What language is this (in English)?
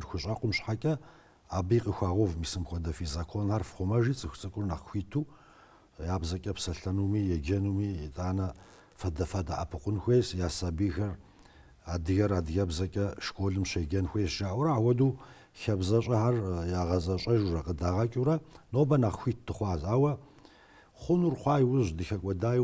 Kabardian